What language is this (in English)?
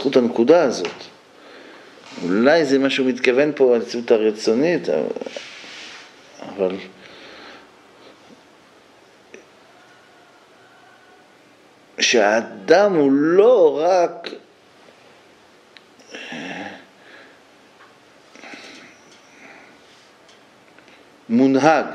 Hebrew